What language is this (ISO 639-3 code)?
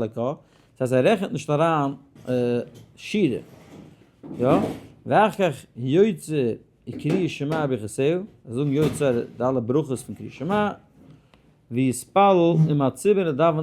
yid